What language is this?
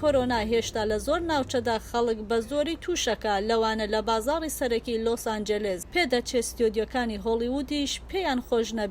Central Kurdish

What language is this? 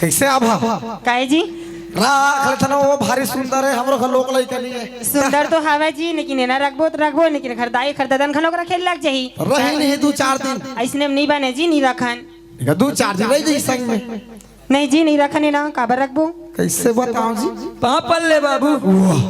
Chhattisgarhi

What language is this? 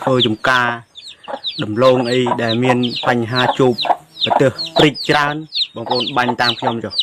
Khmer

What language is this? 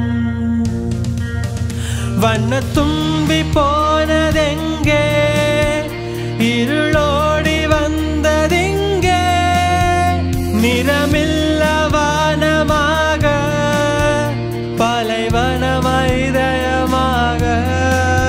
Tamil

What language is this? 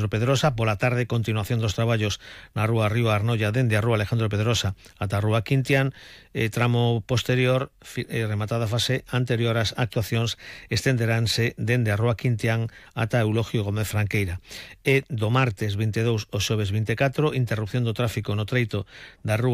Galician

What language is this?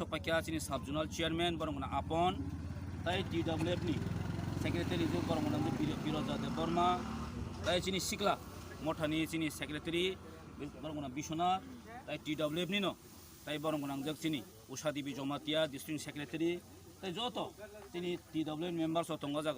Kok Borok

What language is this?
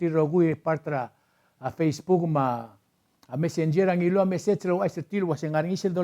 Palauan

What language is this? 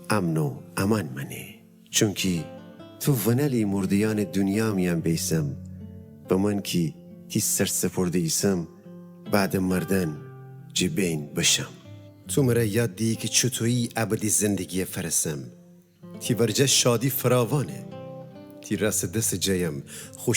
Gilaki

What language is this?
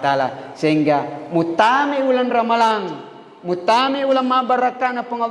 Buginese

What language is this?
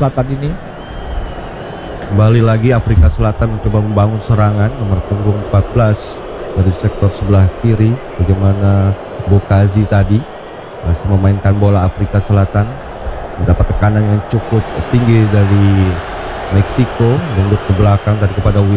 Indonesian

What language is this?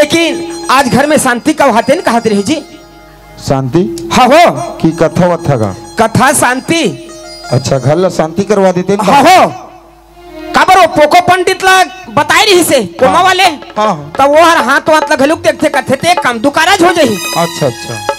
Chhattisgarhi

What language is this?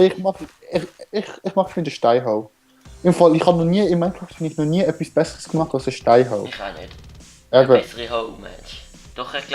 Swiss German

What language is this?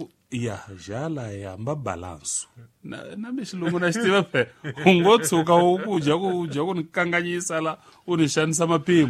Tsonga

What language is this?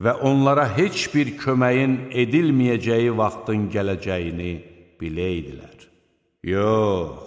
Azerbaijani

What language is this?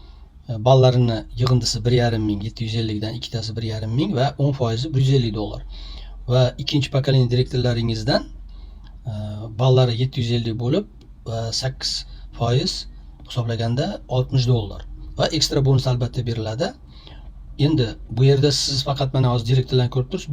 Uzbek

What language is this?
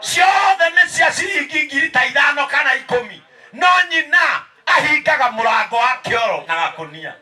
Kikuyu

